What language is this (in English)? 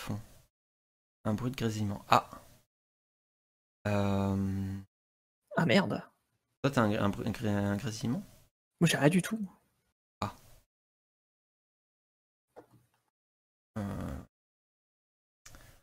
French